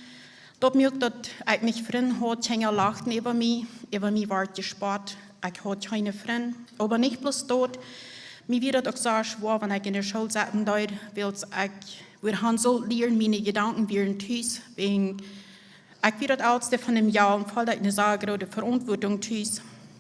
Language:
Plautdietsch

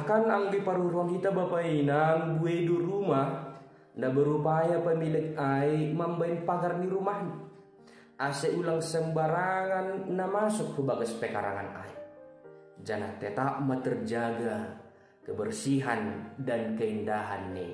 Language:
Batak Simalungun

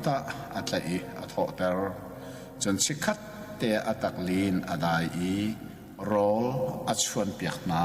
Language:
Hakha Chin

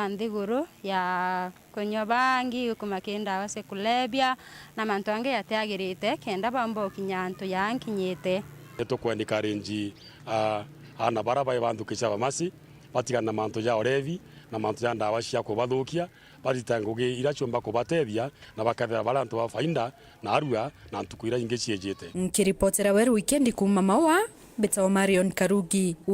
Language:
Meru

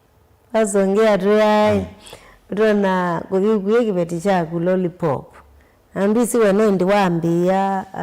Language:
Kamba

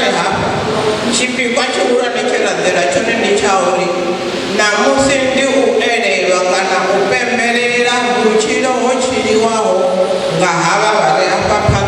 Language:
Venda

